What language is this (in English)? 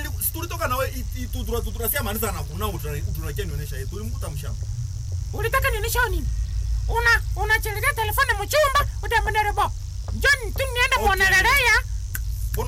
Swahili